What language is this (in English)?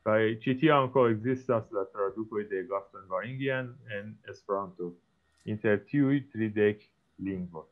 Esperanto